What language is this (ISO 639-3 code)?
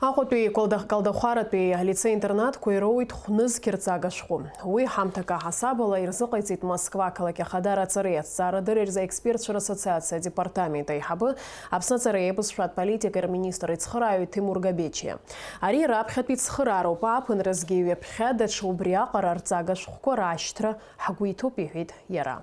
abk